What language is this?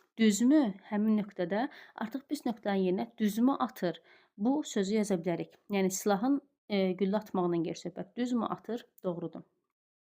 Azerbaijani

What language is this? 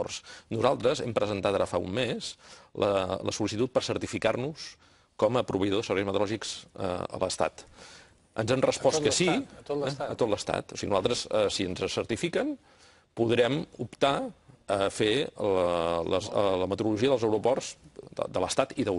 Catalan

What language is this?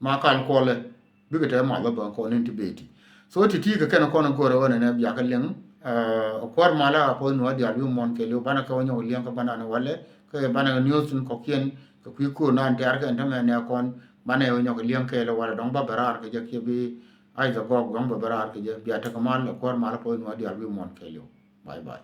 Nuer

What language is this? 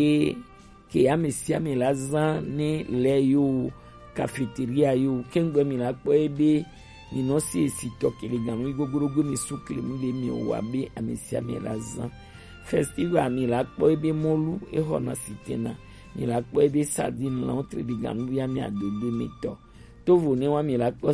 Gen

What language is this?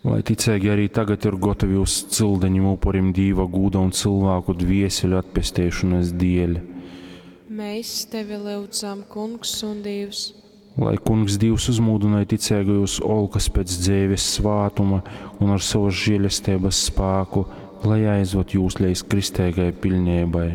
Latgalian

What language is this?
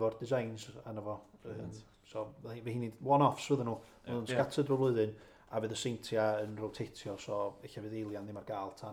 Welsh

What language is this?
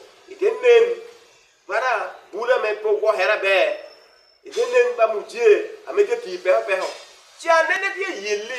Acoli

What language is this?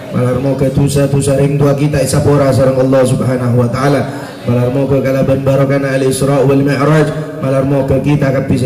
Madurese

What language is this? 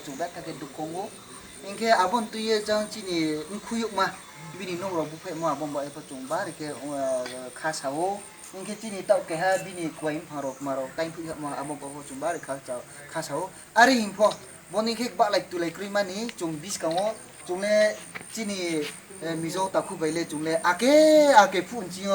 Riang (India)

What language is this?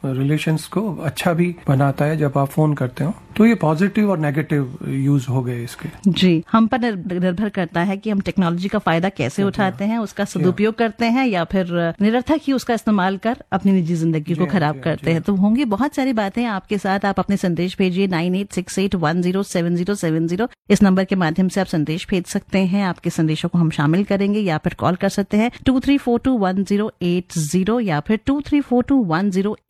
Hindi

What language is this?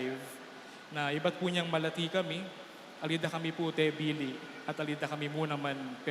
Pampanga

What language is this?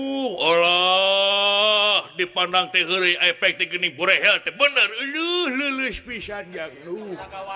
Sundanese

